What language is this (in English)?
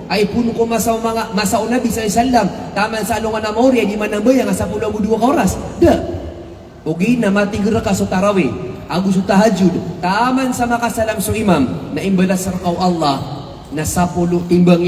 Maranao